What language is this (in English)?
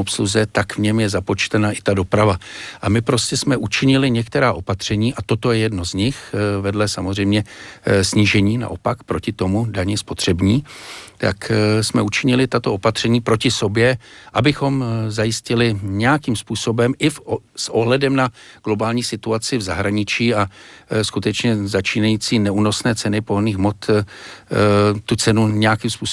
Czech